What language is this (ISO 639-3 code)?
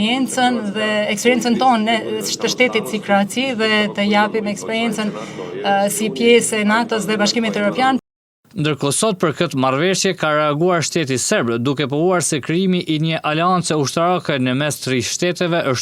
sqi